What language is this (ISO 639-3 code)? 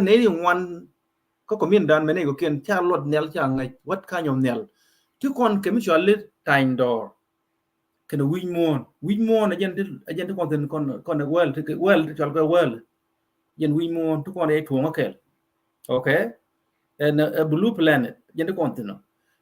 nus